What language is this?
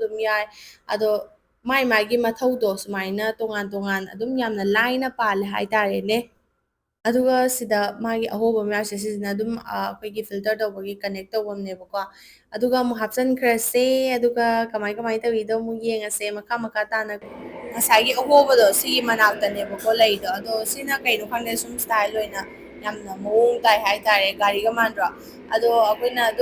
Manipuri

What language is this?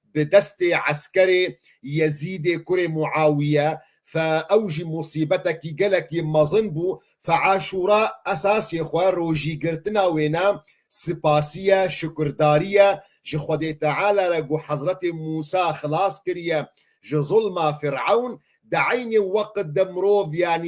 Kurdish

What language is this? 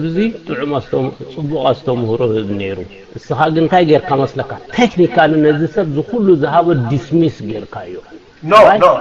Tigrinya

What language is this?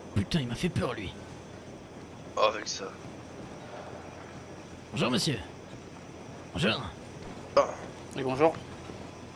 French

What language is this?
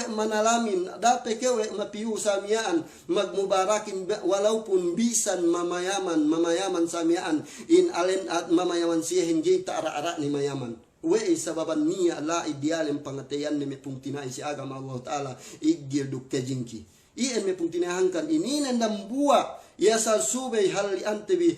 Yakan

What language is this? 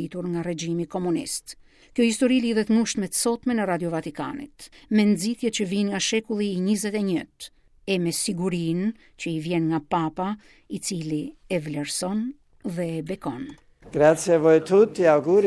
Albanian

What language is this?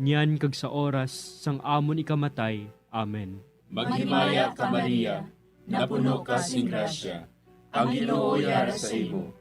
Hiligaynon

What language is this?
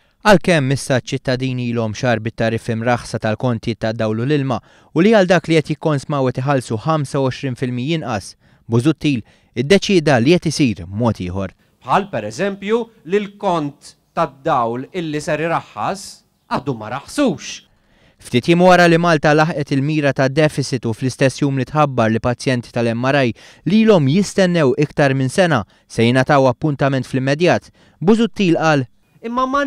Maltese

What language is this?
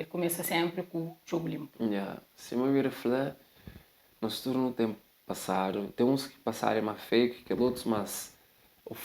Kabuverdianu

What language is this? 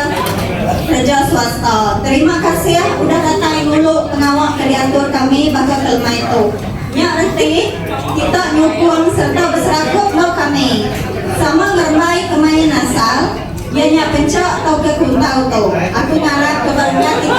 Iban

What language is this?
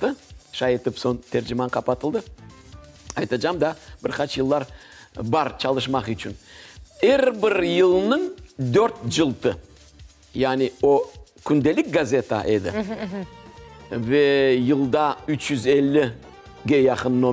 Crimean Tatar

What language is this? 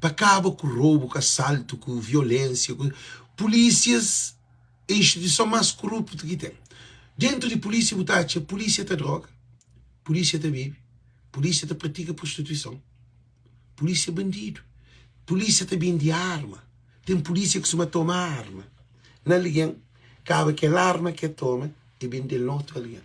Kabuverdianu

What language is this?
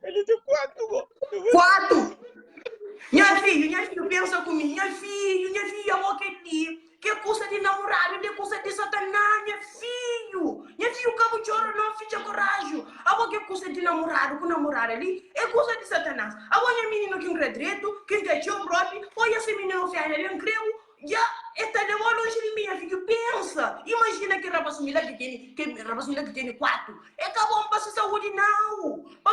Kabuverdianu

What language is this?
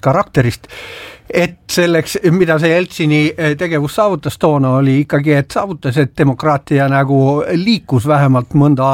Estonian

